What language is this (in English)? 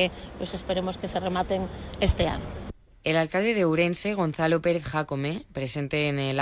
Galician